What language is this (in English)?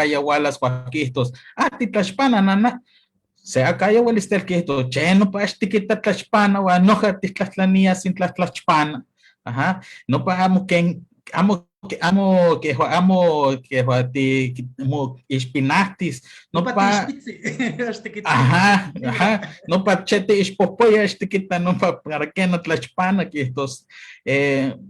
Eastern Huasteca Nahuatl